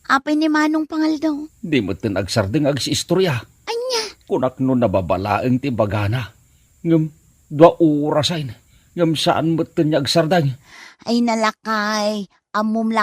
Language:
Iloko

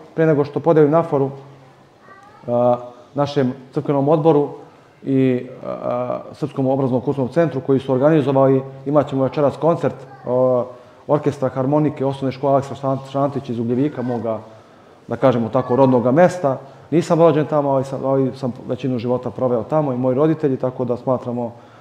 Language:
Serbian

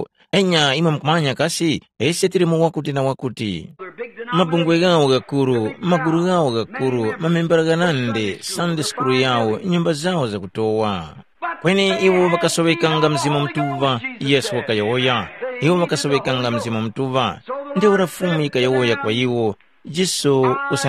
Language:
Tumbuka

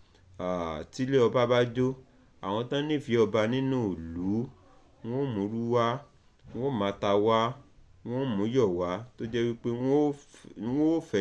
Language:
Yoruba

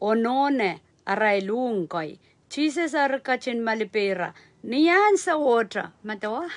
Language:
Pohnpeian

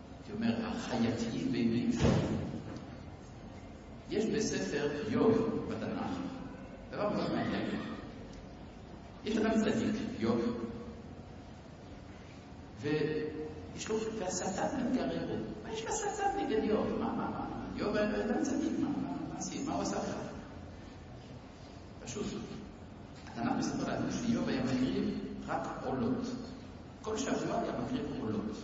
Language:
Hebrew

